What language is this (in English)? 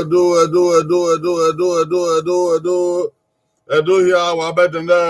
Bini